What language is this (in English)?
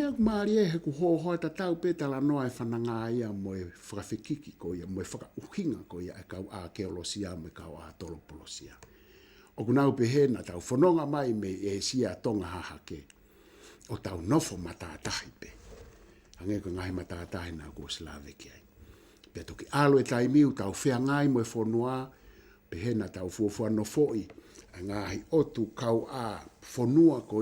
Tongan